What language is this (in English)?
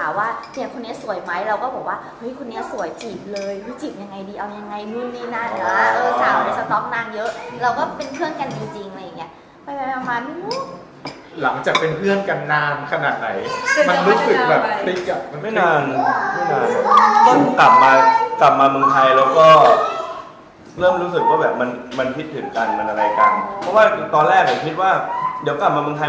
Thai